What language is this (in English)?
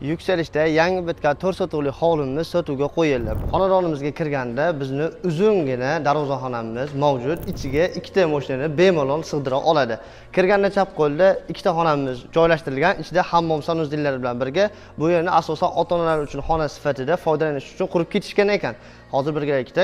Uzbek